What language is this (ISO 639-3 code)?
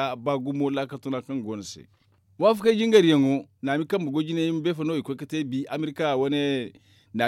dje